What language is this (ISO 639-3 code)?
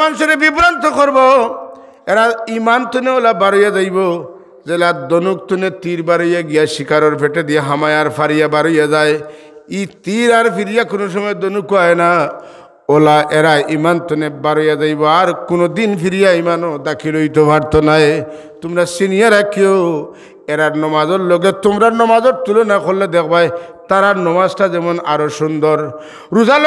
syl